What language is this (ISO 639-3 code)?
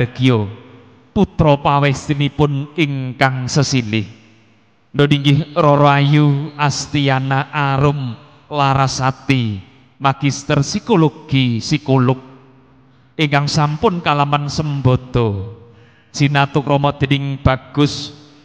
jav